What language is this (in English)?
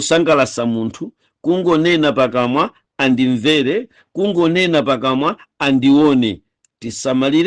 Nyanja